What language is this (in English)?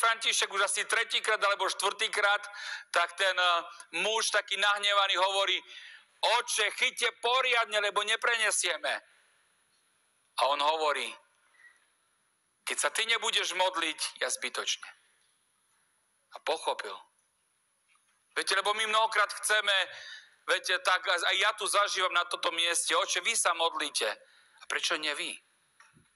Slovak